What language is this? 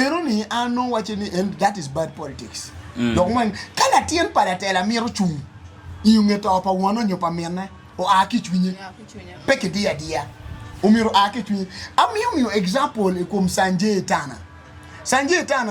Acoli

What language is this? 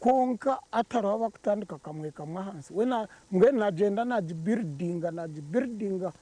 Nyankole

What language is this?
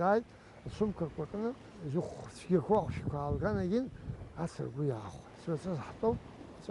Abkhazian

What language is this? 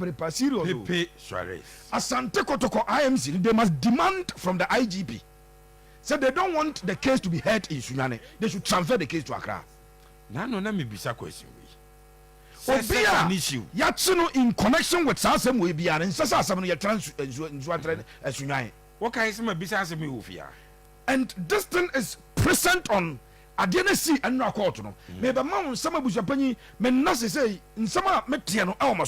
Akan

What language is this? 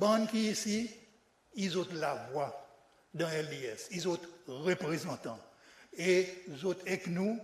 Seselwa Creole French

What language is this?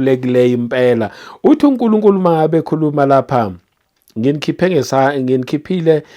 Zulu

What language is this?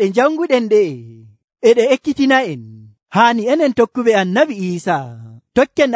Nigerian Fulfulde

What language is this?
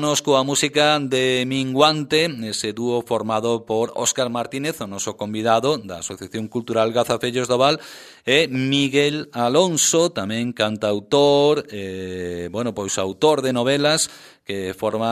Galician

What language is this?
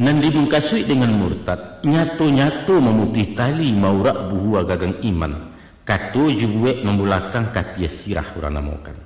Minangkabau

